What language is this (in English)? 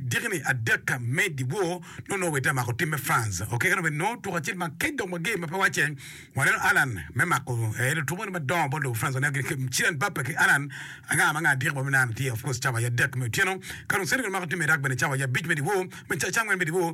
Acoli